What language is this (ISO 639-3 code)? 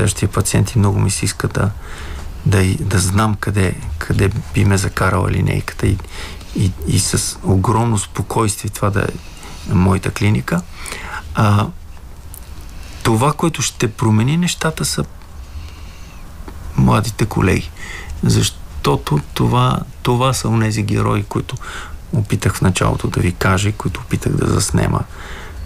bul